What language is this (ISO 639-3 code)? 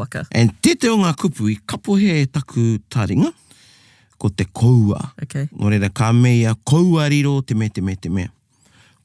mri